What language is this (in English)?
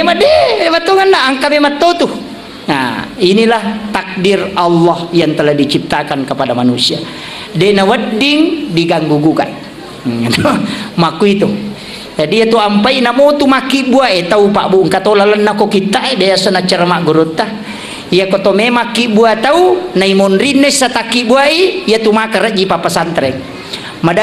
Buginese